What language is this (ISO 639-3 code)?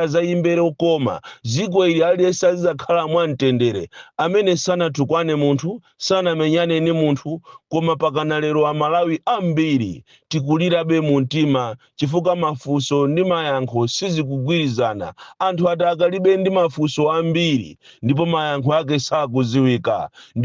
nya